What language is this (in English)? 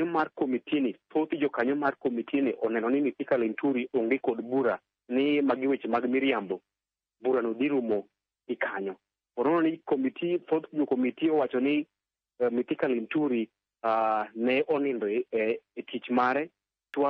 Luo (Kenya and Tanzania)